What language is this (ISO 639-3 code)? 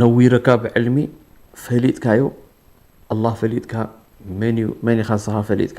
tir